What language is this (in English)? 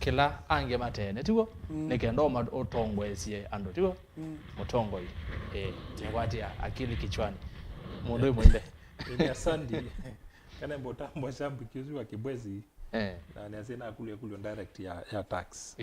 Kamba